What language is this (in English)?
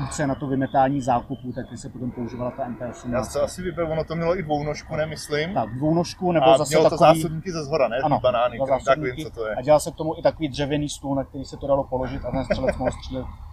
Czech